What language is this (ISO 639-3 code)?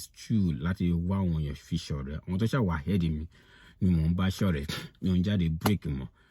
yor